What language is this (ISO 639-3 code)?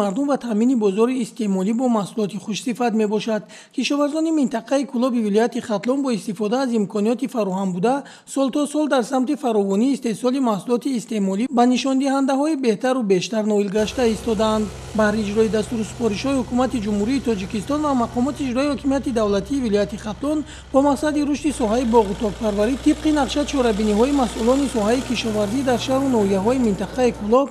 tgk